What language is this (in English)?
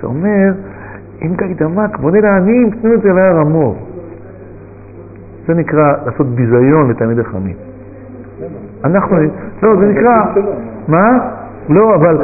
Hebrew